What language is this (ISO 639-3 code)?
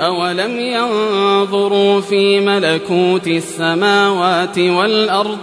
ara